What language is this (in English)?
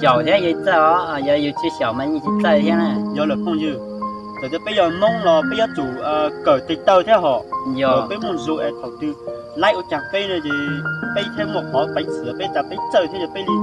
Hmong